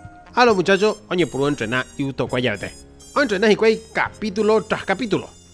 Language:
Guarani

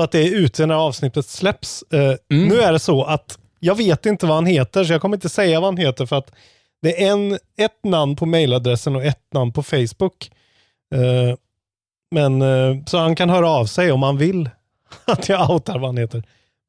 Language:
Swedish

